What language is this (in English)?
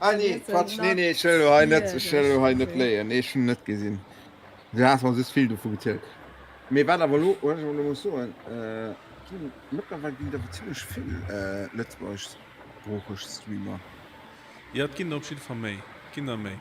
Luxembourgish